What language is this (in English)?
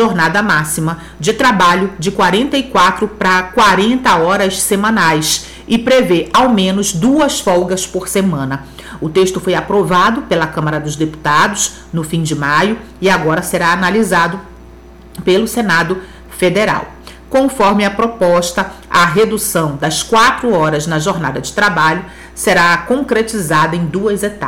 Portuguese